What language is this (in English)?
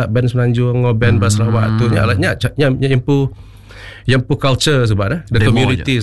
Iban